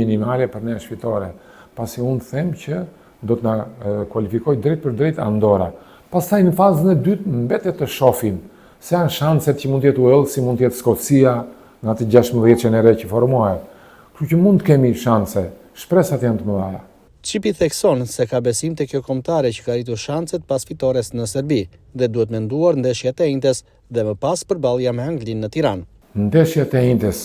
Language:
Albanian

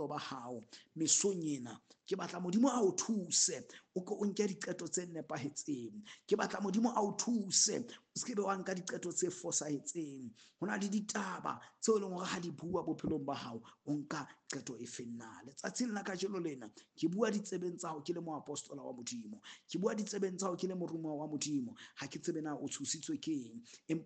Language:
Southern Sotho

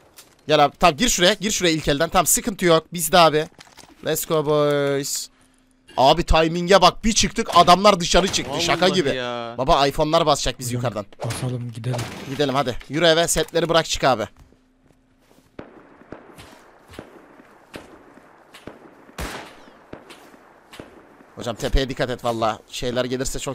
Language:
Turkish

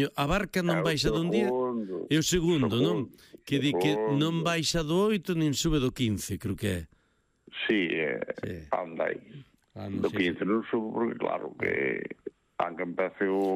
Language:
Galician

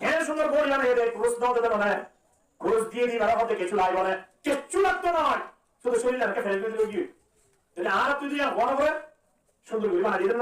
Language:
Rohingya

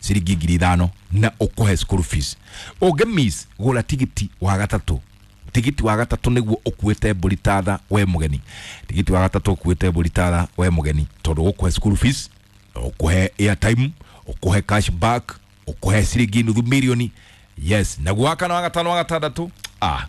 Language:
Kikuyu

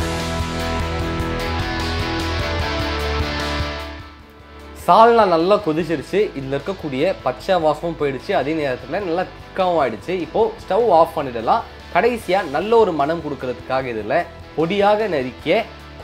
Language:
Tamil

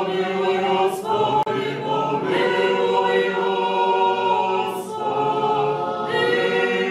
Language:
Rusyn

